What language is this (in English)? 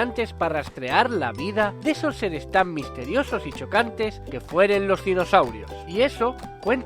Asturian